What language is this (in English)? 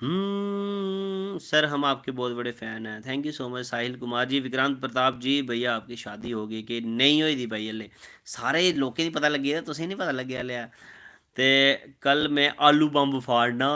Dogri